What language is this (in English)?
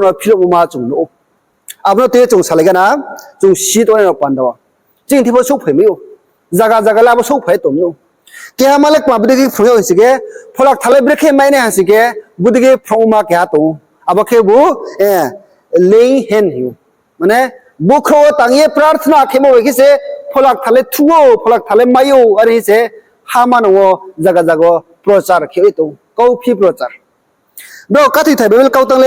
Riang (India)